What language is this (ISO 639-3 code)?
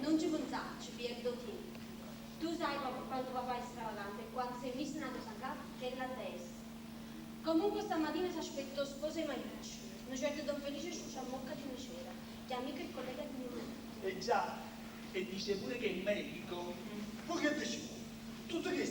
nap